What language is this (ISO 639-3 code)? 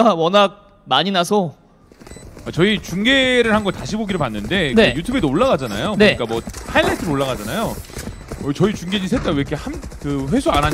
kor